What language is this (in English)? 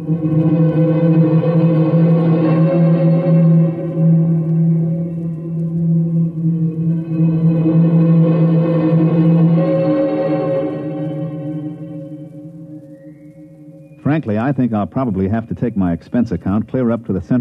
English